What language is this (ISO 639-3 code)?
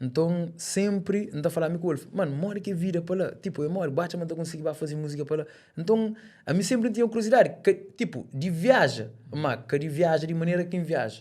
kea